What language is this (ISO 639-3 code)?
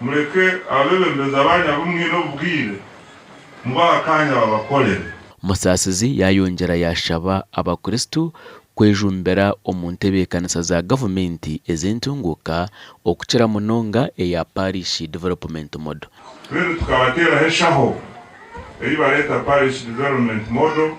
nyn